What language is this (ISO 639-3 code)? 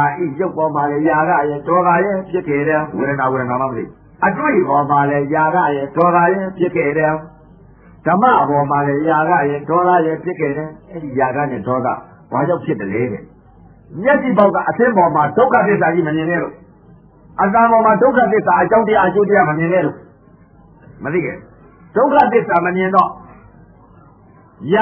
mya